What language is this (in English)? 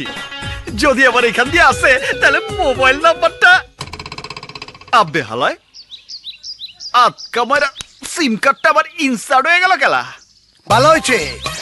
Bangla